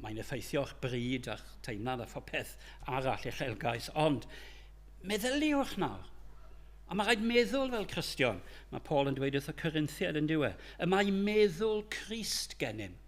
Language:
Welsh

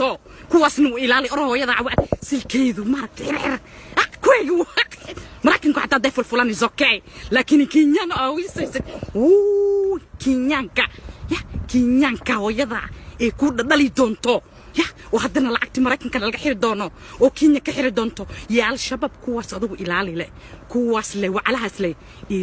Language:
Somali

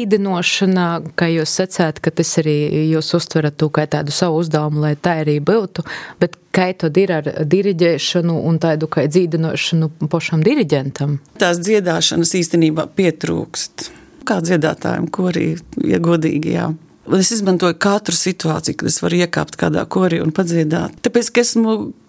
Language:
Latvian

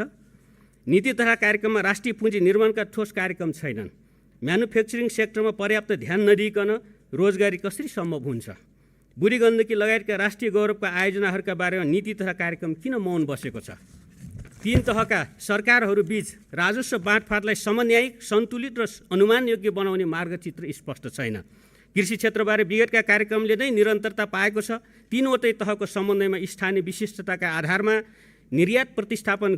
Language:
Nepali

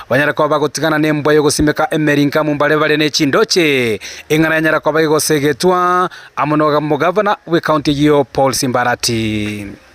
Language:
Gusii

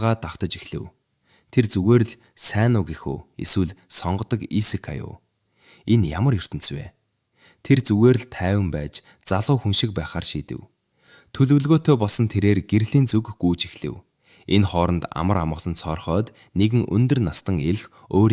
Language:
Mongolian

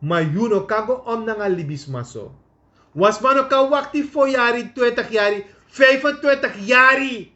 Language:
Sranan Tongo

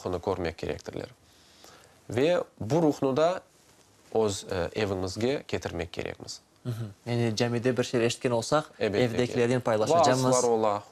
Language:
Crimean Tatar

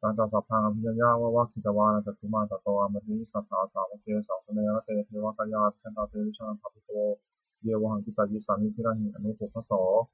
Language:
Pali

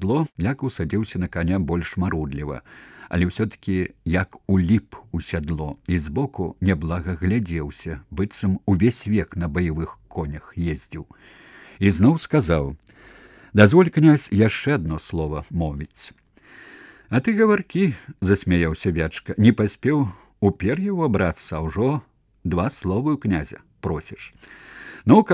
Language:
Belarusian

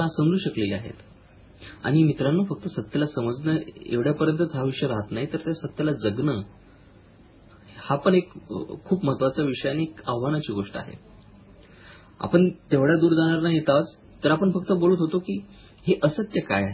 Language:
Marathi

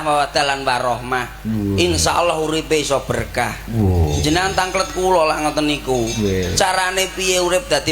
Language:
Javanese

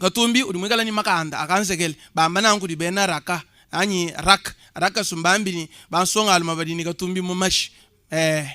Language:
Luba-Lulua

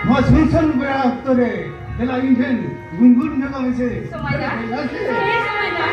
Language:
Santali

